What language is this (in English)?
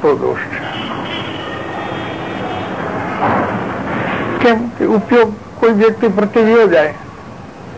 Gujarati